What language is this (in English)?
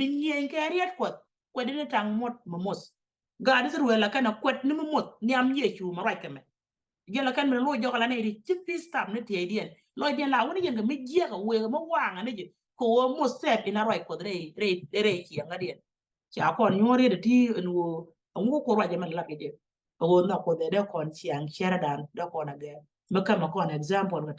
Nuer